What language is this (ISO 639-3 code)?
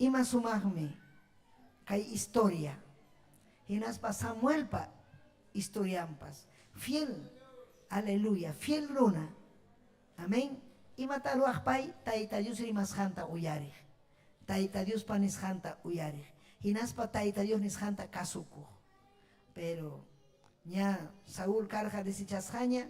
quy